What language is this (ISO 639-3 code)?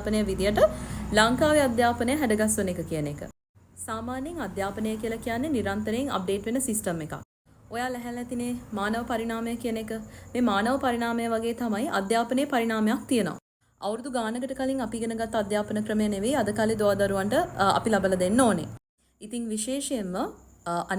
sin